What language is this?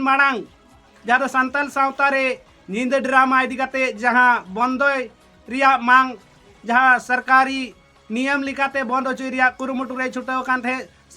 Santali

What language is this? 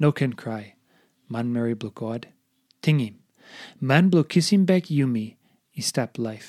Tok Pisin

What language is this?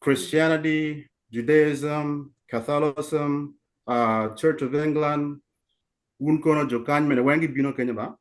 Acoli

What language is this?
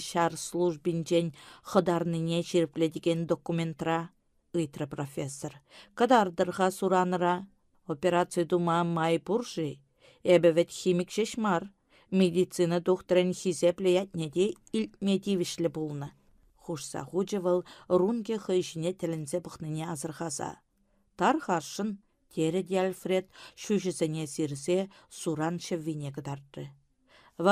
Chuvash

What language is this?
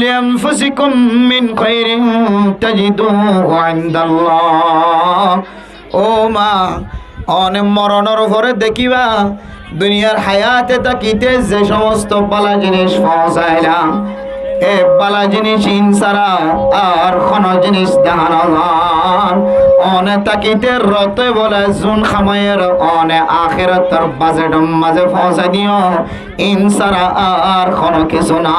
Rohingya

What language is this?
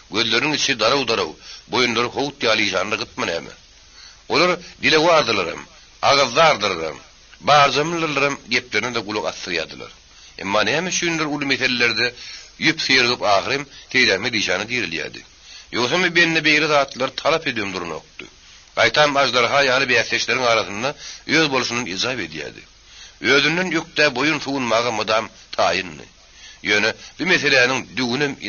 Turkmen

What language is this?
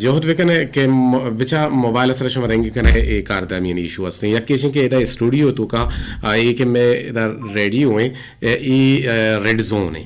Eastern Balochi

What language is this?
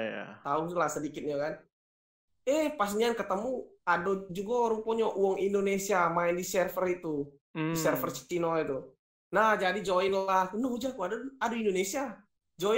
Musi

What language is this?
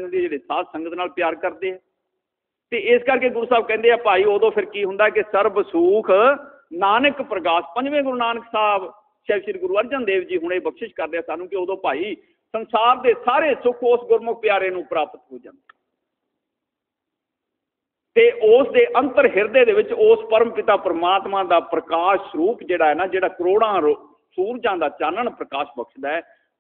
Punjabi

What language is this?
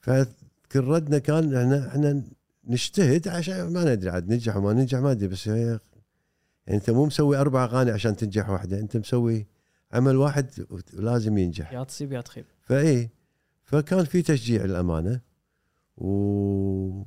Gulf Arabic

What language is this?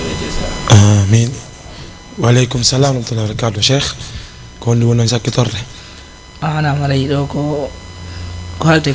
Fula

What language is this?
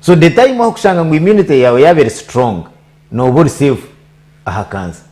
Nyankole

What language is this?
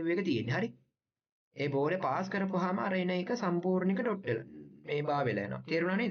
Sinhala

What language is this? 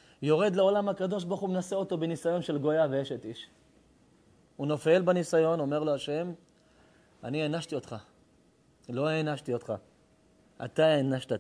Hebrew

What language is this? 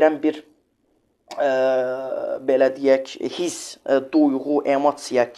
Azerbaijani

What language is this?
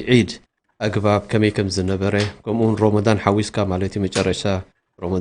Tigrinya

